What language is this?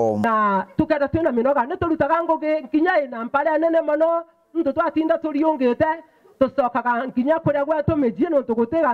Meru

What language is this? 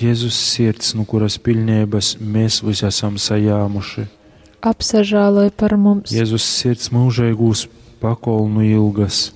Latgalian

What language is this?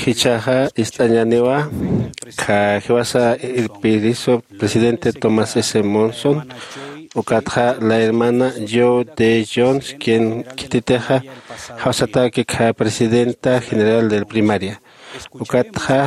Aymara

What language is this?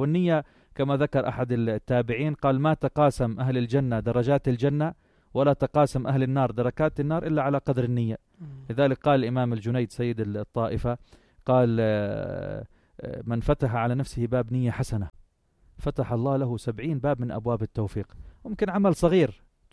North Levantine Arabic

